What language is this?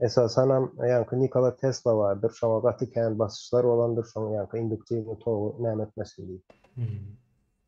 Turkmen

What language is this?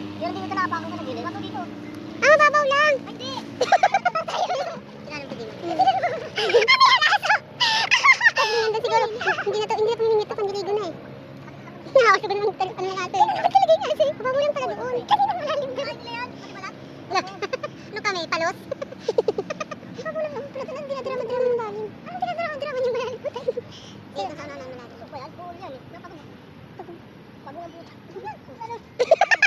Filipino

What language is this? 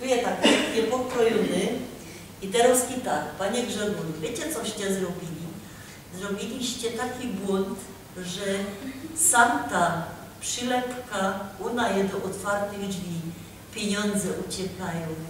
Silesian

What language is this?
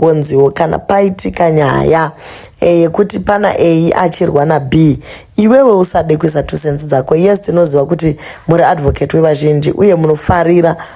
Shona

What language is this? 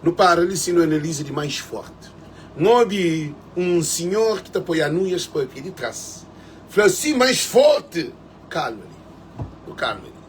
Kabuverdianu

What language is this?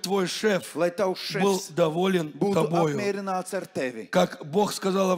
Russian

